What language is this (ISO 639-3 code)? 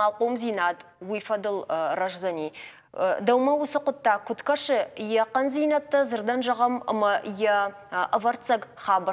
oss